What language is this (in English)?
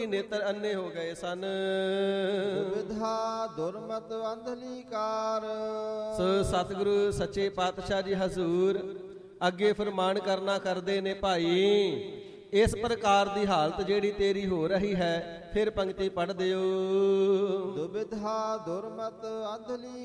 Punjabi